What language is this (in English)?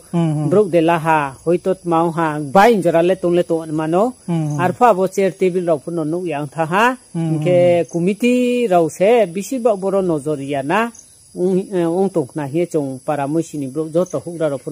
Riang (India)